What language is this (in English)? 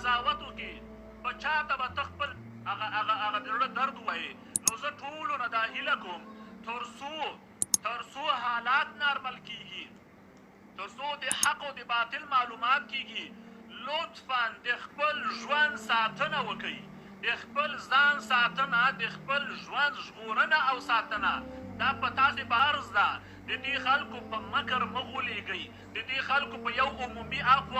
Pashto